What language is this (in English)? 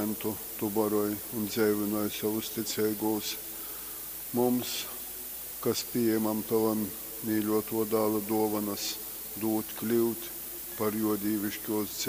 Latgalian